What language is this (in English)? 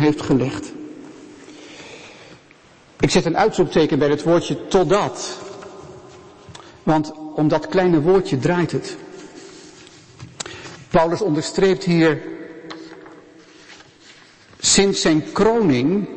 Dutch